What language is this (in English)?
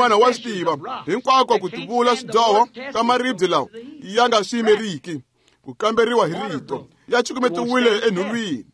Tsonga